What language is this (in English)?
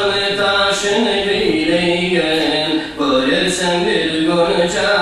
Kumyk